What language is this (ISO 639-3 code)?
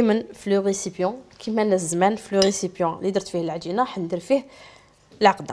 arq